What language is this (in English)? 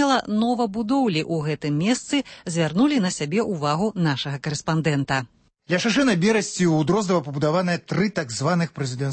Belarusian